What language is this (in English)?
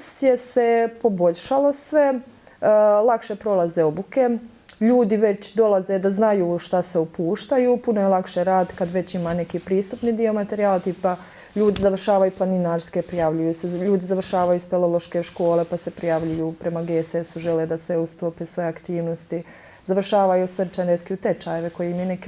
Bosnian